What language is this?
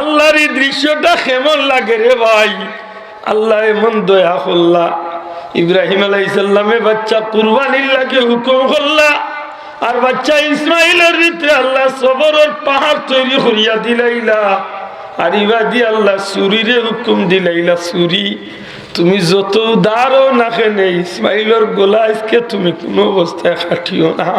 Sylheti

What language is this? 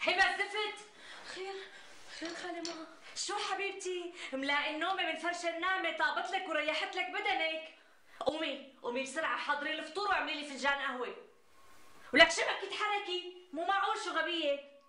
North Levantine Arabic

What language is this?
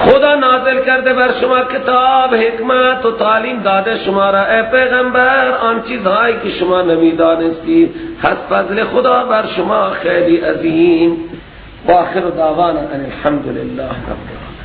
Persian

